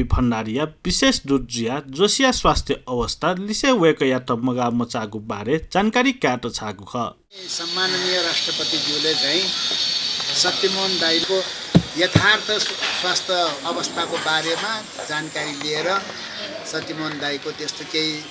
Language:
Newari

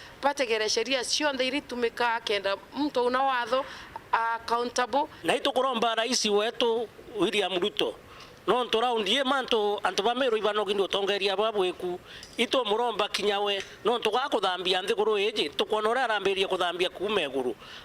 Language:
Meru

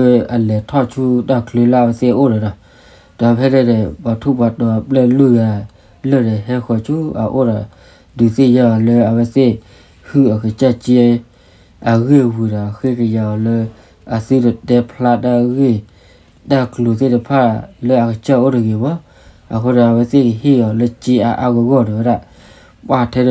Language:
S'gaw Karen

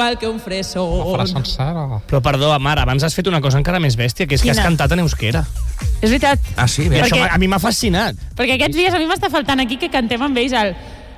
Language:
Catalan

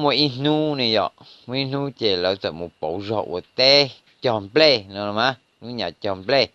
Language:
Hmong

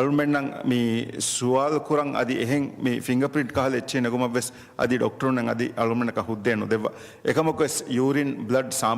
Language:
Divehi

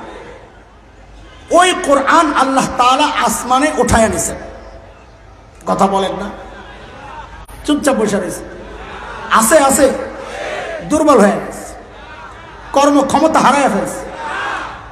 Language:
Bangla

